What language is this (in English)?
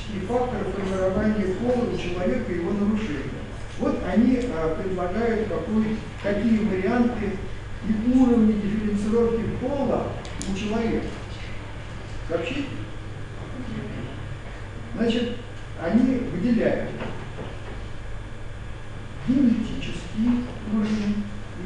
Russian